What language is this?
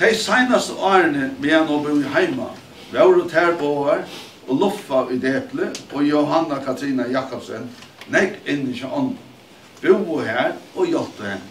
Faroese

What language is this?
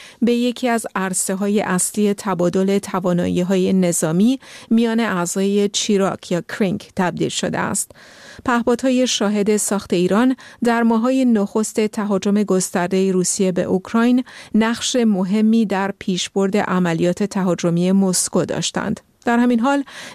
Persian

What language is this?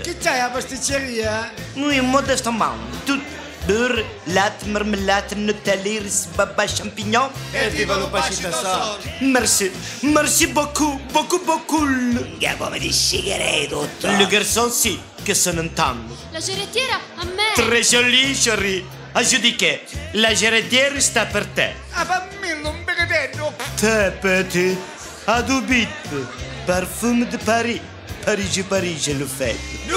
Neapolitan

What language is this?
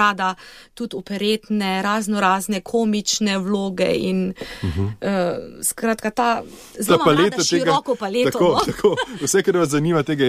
Slovenian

